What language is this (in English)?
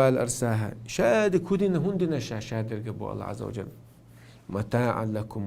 Chechen